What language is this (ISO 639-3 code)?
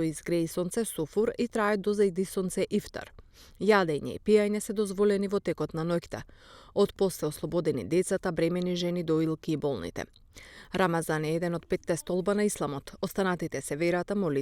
mkd